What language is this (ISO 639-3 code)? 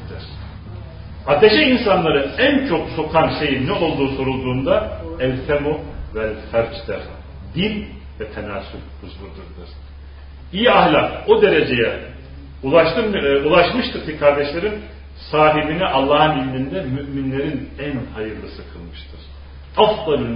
tur